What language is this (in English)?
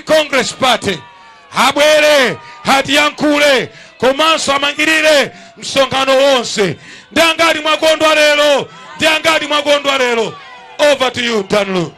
Nyanja